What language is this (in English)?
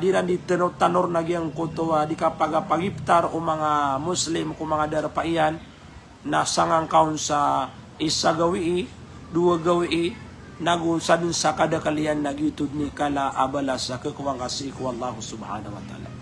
Maranao